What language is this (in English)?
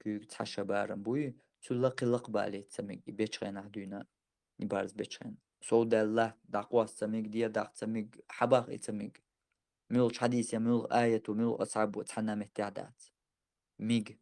Chechen